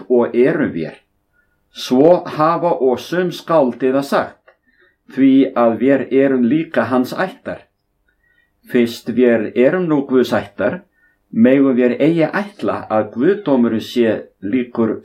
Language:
Icelandic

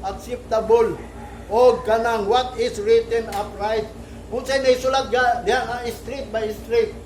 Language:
Cebuano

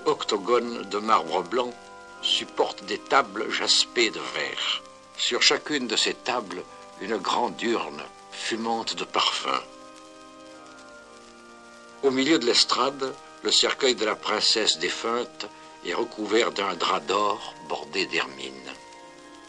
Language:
French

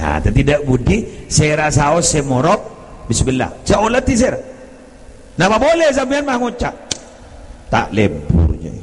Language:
Madurese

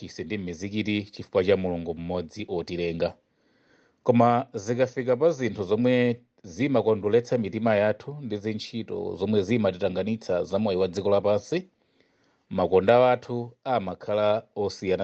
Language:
Nyanja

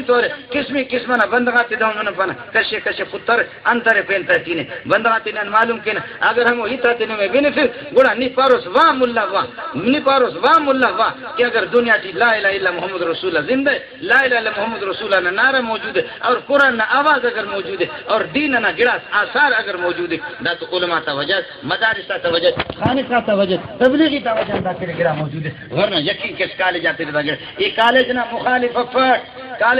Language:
Brahui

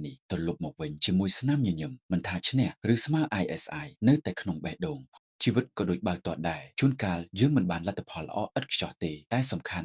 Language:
Khmer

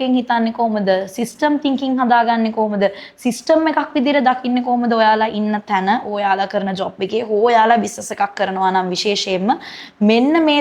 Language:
Sinhala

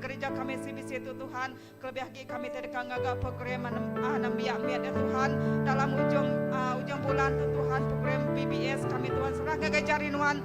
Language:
Iban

